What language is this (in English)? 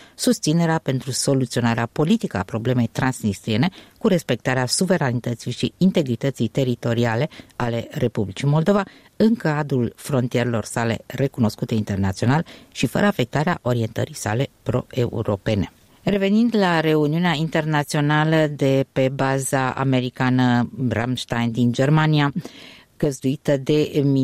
Romanian